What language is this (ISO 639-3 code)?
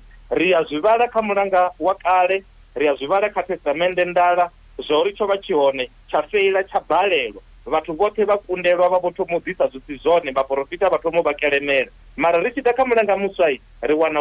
ven